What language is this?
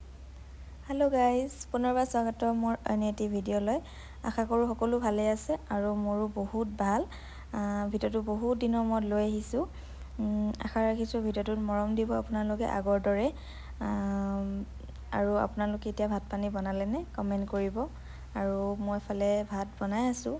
Assamese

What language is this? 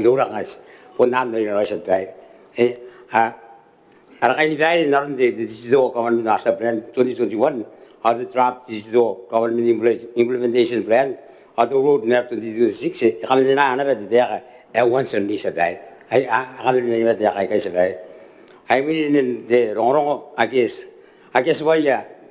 Gilbertese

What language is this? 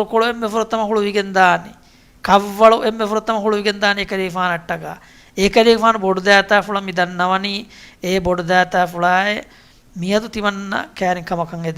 Divehi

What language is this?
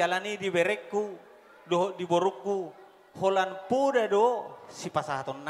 Batak Toba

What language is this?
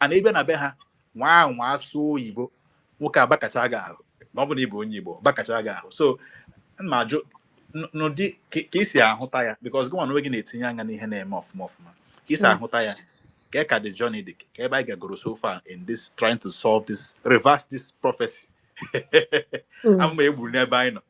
Igbo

